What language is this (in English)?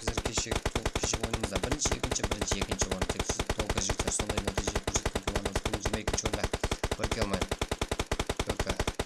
Kara-Kalpak